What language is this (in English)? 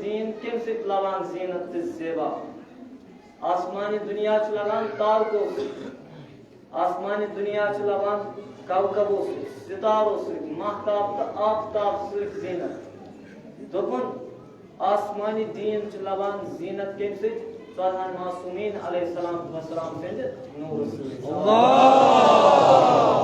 Kashmiri